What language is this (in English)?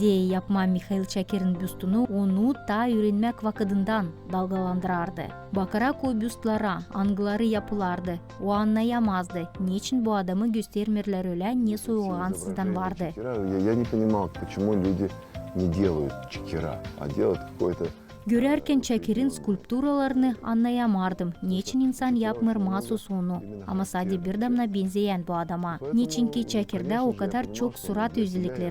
Gagauz